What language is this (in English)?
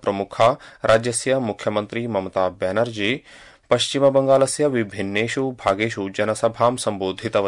Sanskrit